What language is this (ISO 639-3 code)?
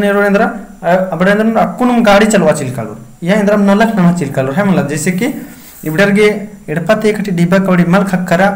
kru